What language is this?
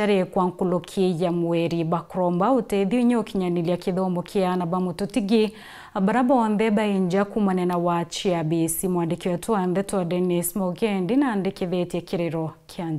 Meru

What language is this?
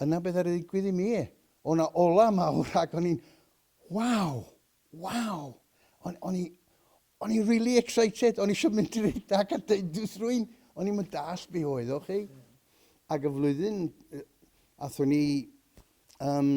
Welsh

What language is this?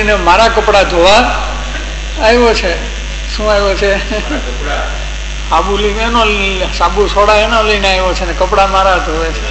Gujarati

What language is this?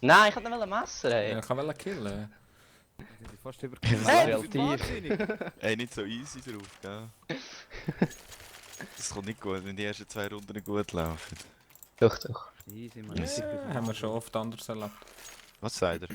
Swiss German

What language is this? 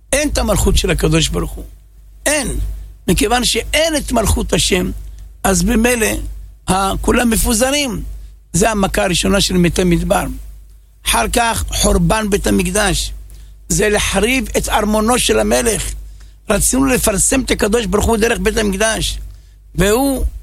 Hebrew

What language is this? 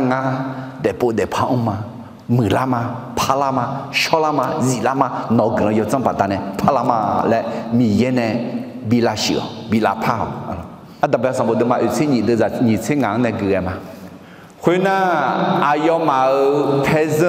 Akha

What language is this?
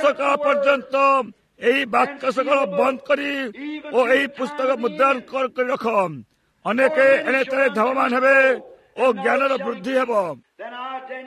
Odia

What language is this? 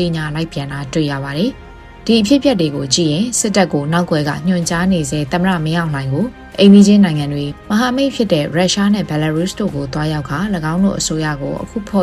Burmese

